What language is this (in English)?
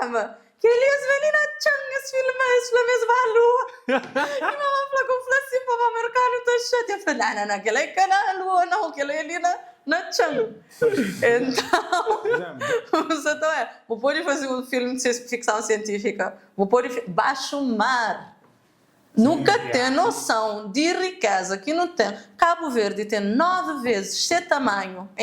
Kabuverdianu